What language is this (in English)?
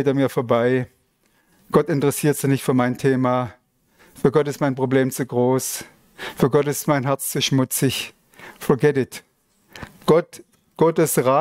Swiss German